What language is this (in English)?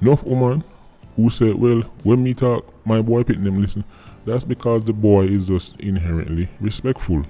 Jamaican Creole English